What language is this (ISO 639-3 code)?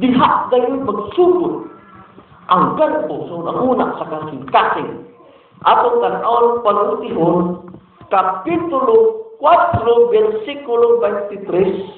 ceb